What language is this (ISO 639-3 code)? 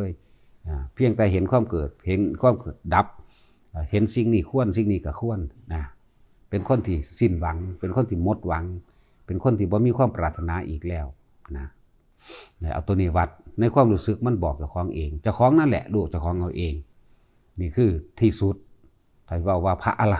lao